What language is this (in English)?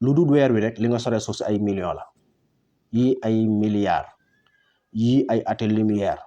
Wolof